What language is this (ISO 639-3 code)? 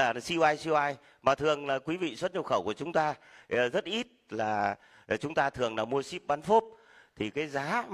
vie